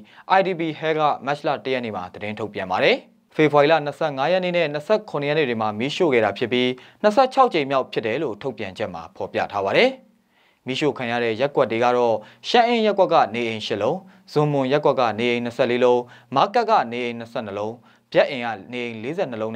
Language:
Burmese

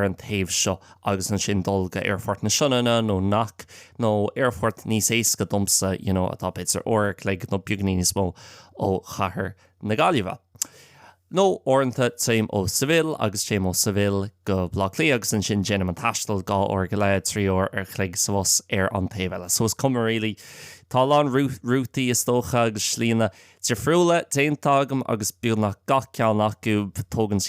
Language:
Irish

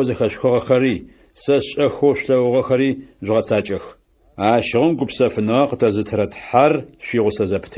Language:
Adyghe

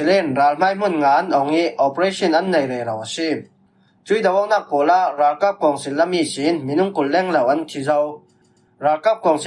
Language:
Falam Chin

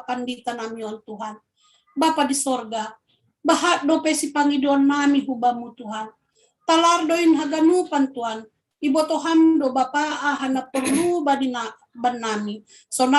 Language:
Batak Simalungun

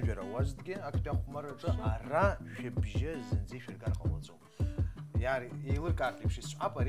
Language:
Abkhazian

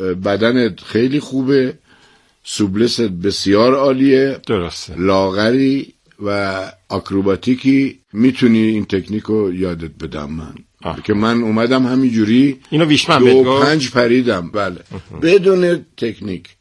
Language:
Persian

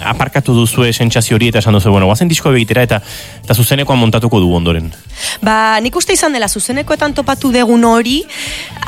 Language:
Basque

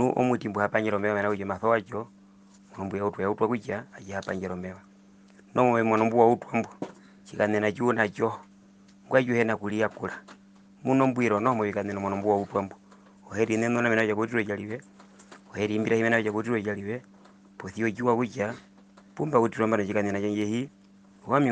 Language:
Herero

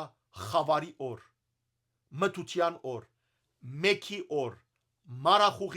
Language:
Western Armenian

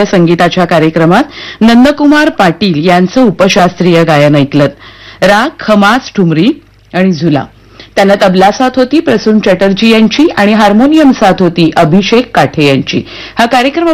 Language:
Marathi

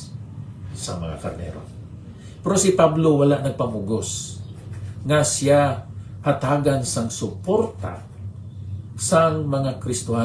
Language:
Hiligaynon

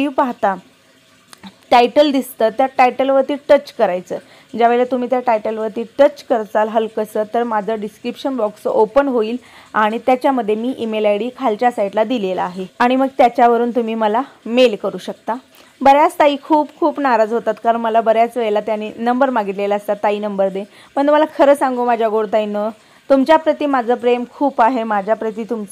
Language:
Marathi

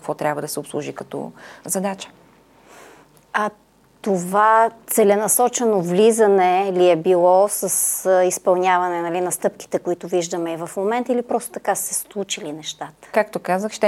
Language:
Bulgarian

